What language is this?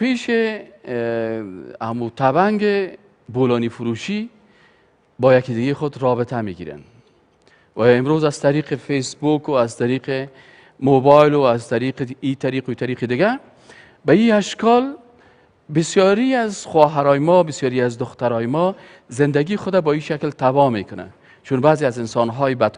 Persian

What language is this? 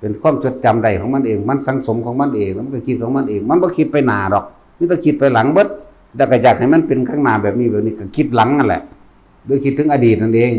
Northeastern Thai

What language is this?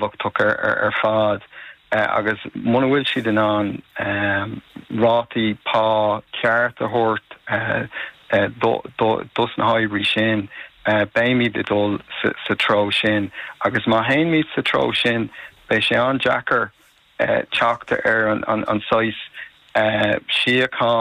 Irish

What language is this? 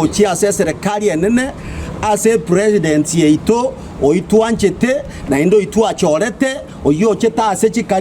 Gusii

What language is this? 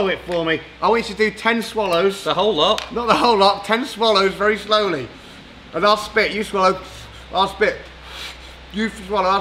English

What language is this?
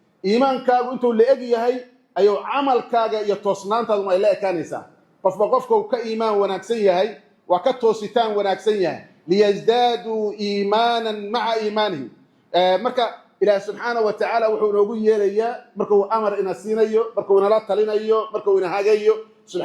Somali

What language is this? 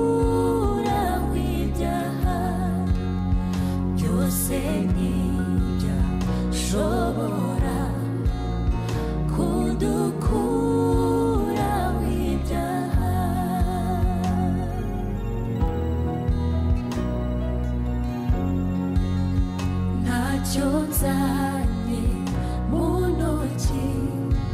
Kinyarwanda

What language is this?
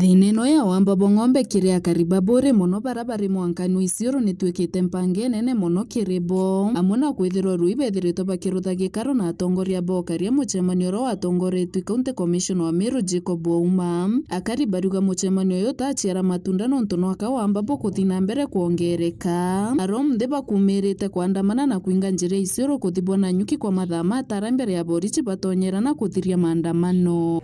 Meru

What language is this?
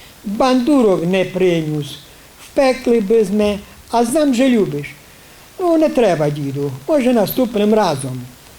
Rusyn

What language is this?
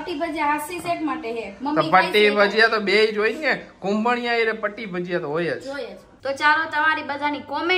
Gujarati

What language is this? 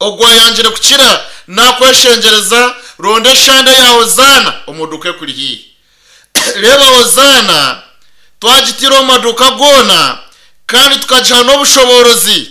Nyankole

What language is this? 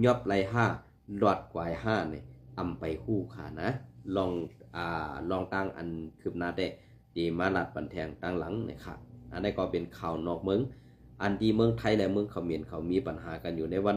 Shan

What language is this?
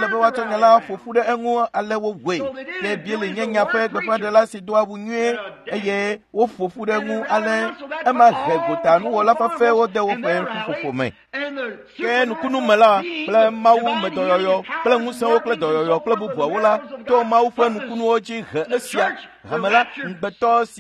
Ewe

